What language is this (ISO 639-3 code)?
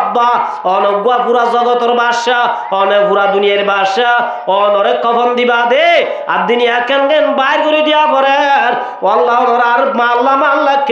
rhg